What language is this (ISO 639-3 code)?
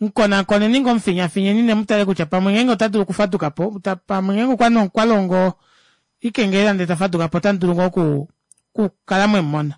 kua